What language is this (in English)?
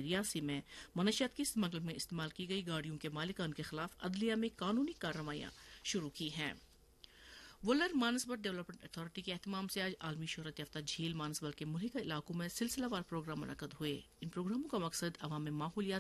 Urdu